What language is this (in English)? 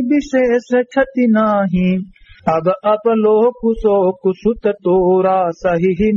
Awadhi